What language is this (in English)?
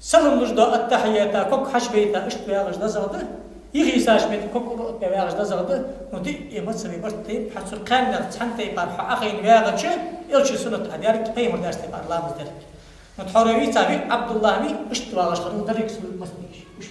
Ingush